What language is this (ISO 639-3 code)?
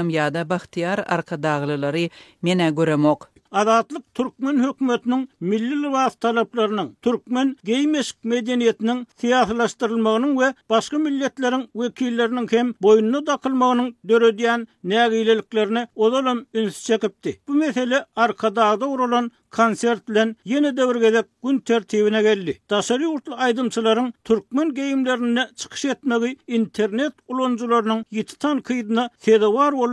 tuk